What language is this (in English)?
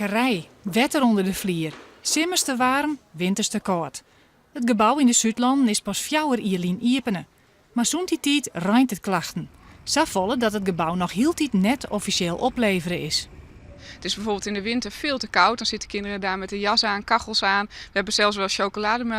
Western Frisian